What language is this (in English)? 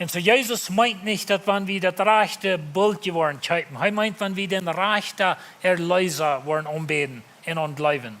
Plautdietsch